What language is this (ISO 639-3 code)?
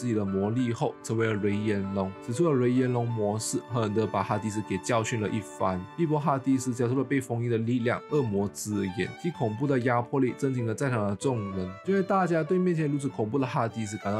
zho